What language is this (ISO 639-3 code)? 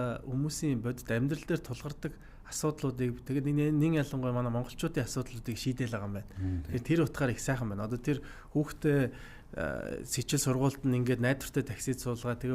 mon